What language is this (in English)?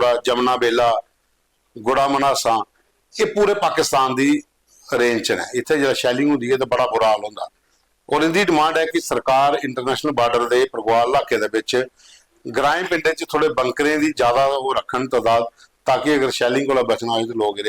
Dogri